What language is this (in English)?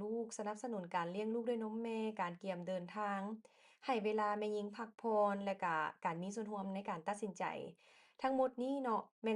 Lao